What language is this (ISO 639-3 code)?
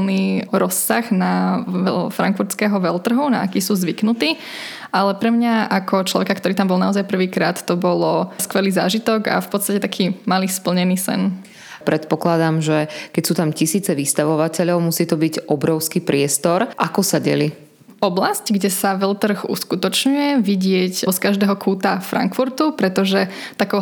slk